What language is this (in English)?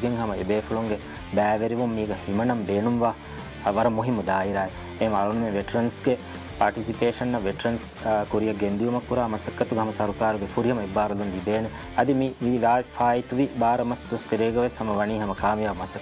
Divehi